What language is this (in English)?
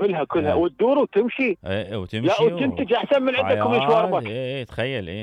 Mesopotamian Arabic